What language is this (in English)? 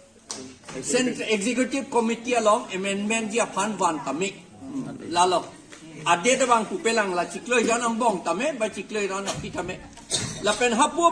Karbi